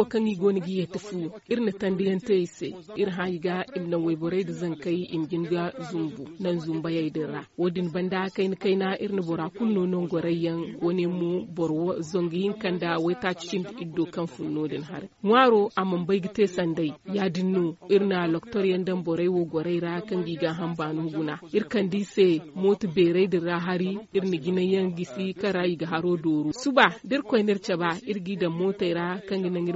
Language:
Zarma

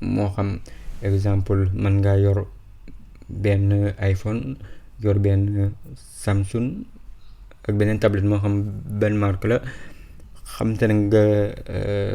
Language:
Wolof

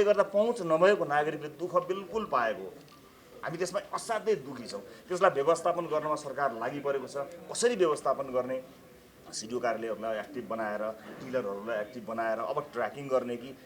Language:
Nepali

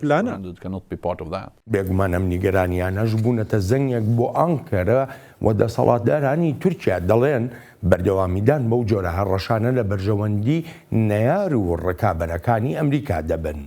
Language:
Central Kurdish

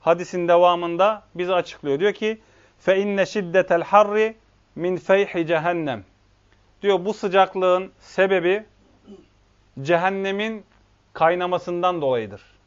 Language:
Turkish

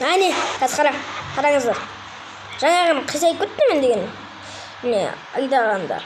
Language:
Kazakh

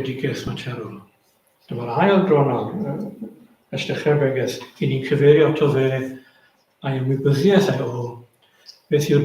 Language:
Welsh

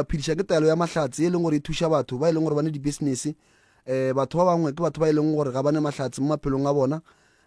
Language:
Northern Sotho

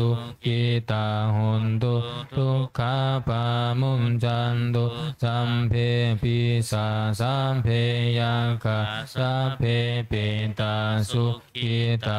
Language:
Pali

